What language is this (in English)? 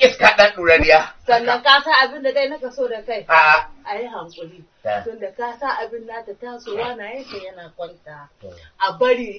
Hausa